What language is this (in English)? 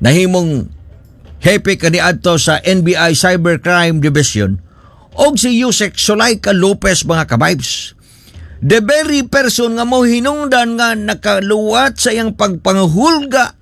Cebuano